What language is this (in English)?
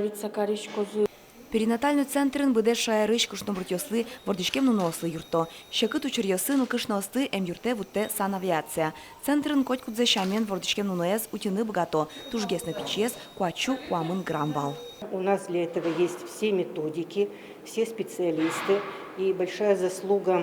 Udmurt